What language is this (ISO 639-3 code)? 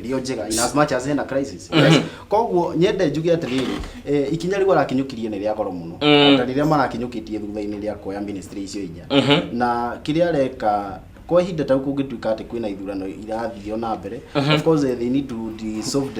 kik